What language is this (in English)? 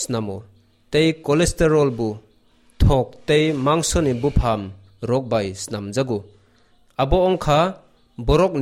Kok Borok